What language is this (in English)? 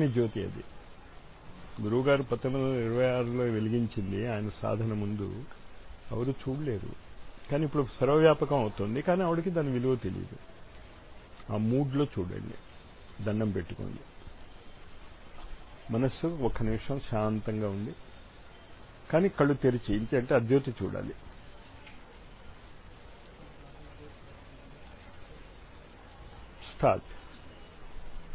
Telugu